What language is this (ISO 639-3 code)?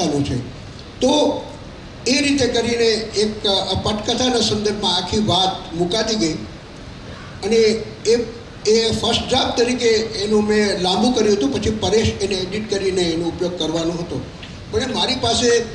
guj